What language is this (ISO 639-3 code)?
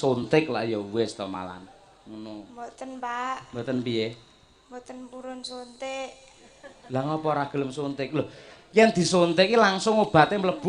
jav